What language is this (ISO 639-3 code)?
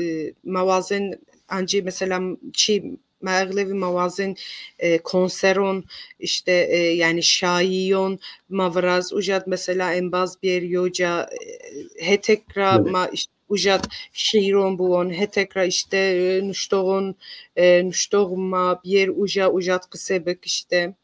zza